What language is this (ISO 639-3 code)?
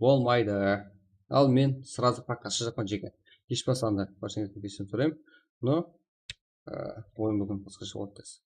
kaa